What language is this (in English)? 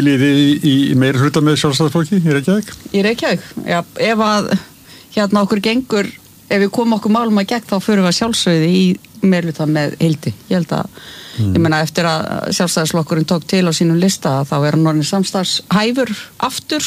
Icelandic